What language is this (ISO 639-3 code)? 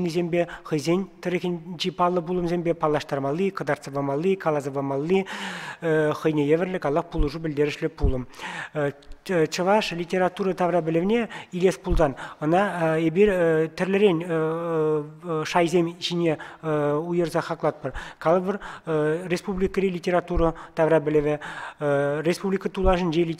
chv